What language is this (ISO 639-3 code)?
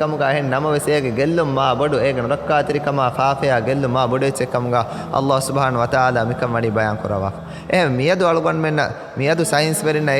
div